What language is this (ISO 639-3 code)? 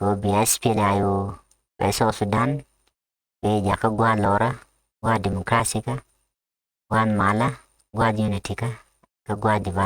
nus